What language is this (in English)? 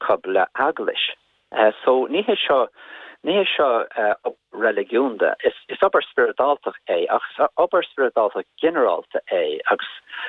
Irish